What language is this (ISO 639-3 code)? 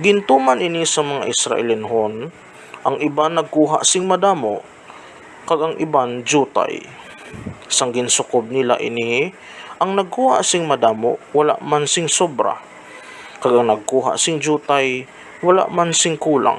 hil